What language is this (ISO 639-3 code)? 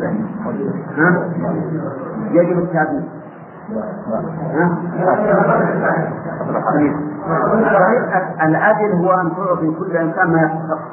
ara